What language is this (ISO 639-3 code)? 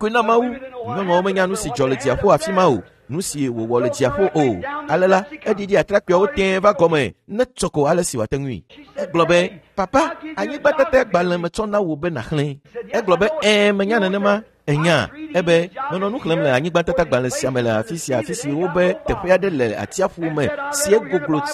ewe